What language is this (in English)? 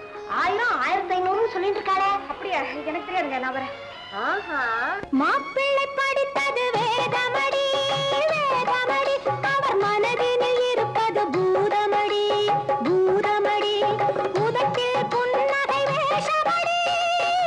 Tamil